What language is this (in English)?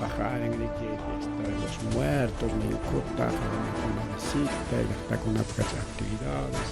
Ayacucho Quechua